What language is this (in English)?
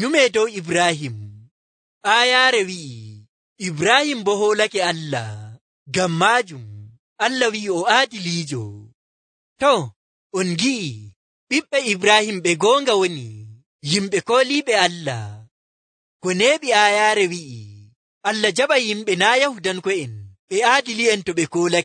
Nigerian Fulfulde